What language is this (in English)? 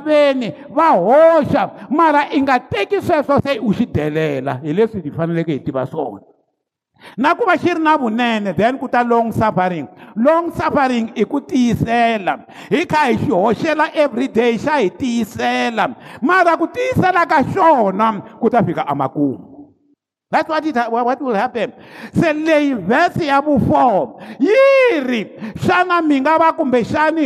Tsonga